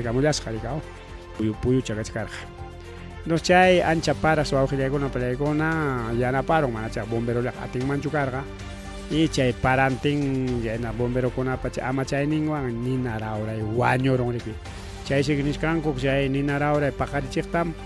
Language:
Ayacucho Quechua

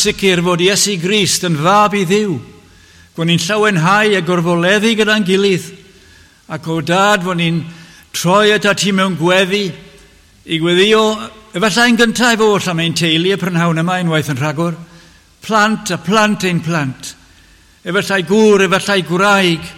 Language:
Welsh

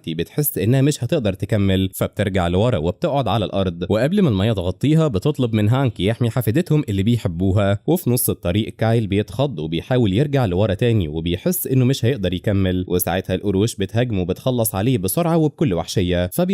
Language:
Egyptian Arabic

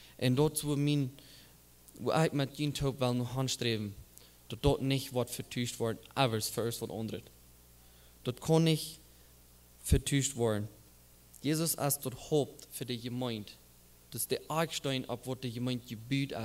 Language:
Plautdietsch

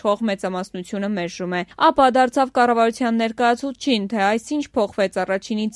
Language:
Armenian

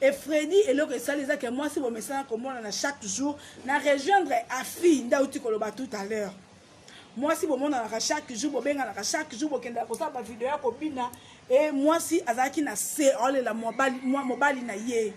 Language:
Lingala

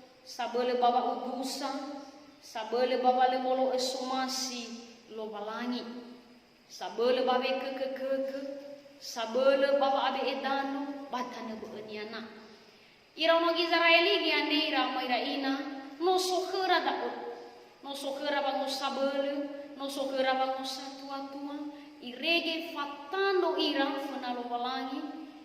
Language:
Nias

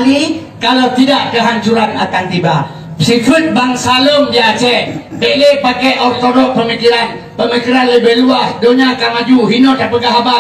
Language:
Achinese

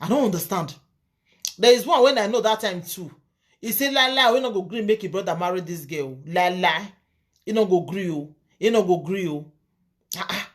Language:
Nigerian Pidgin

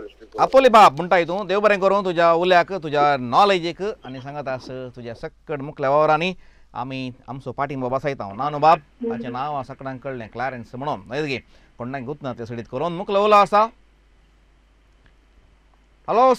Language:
Konkani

